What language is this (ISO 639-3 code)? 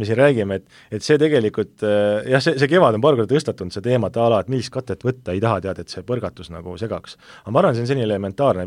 est